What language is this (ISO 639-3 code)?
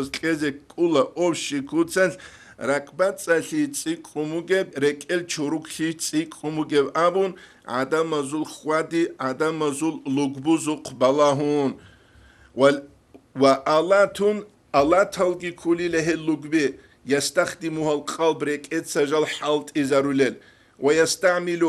ava